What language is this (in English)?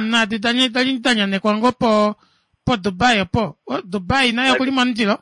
Kuanyama